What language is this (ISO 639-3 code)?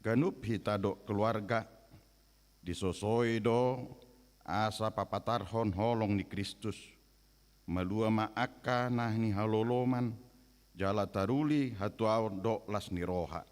bbc